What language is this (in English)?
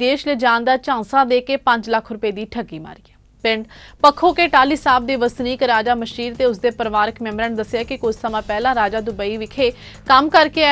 Punjabi